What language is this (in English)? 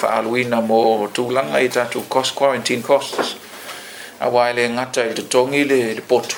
Samoan